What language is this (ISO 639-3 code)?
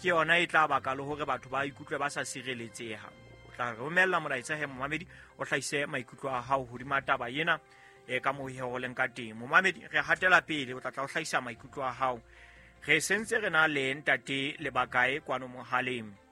sot